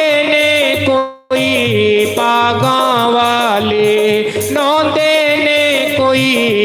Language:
Dogri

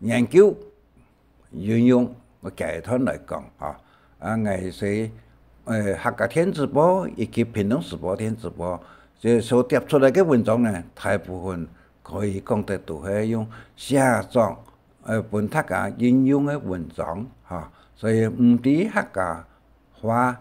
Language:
Hakka Chinese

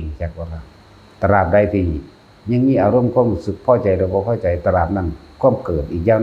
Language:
Northeastern Thai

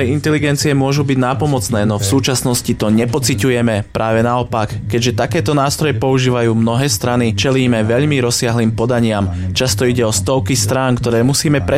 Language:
Slovak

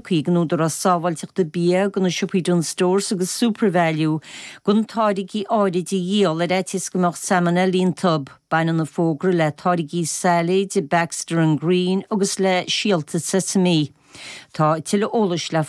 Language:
Irish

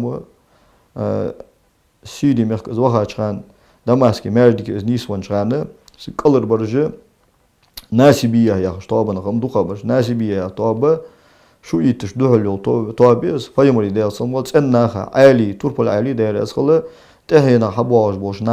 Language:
Ingush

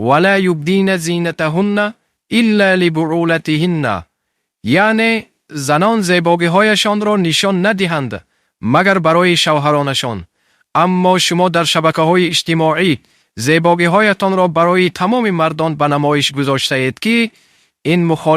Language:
Tajik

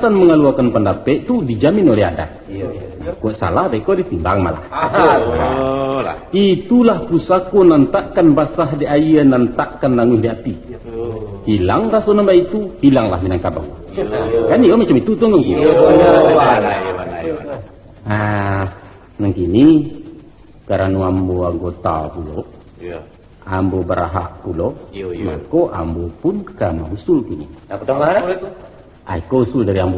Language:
Minangkabau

